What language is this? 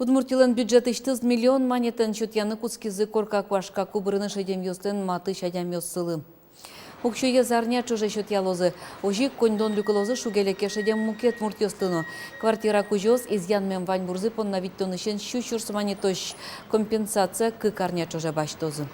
Udmurt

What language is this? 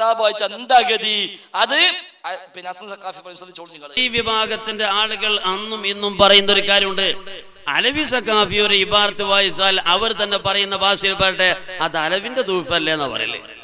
Malayalam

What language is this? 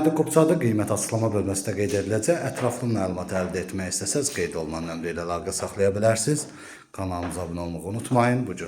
Azerbaijani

